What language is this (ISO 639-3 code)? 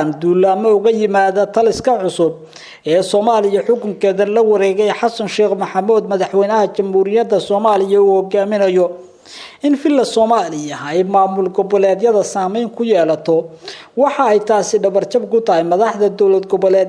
som